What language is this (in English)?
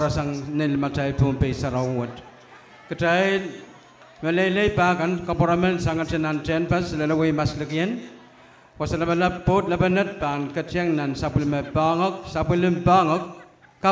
Pohnpeian